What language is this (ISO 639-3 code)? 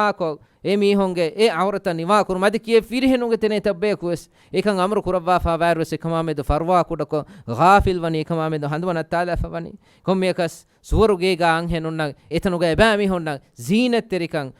div